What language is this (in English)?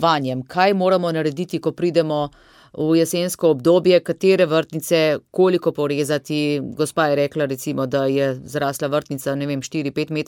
Slovenian